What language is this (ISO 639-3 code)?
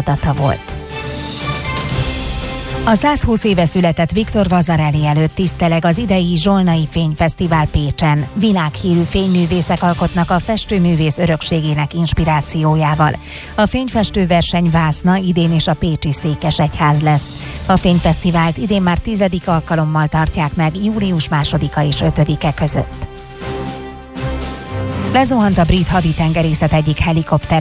hun